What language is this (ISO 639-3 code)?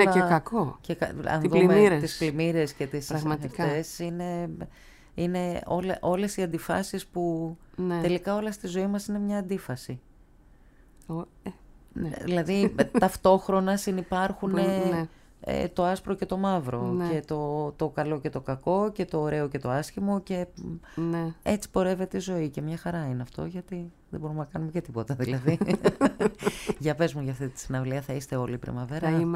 ell